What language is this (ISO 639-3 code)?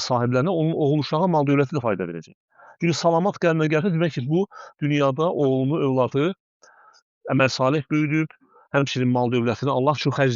aze